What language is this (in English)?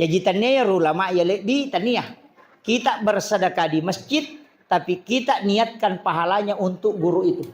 Buginese